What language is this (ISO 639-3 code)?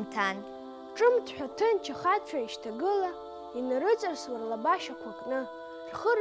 abk